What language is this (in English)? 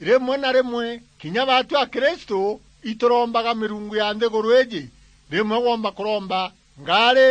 Meru